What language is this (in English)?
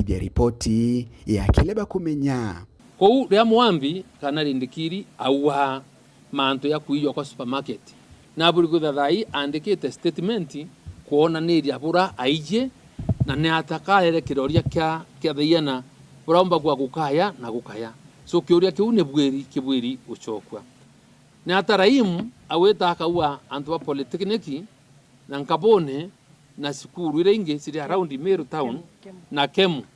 Meru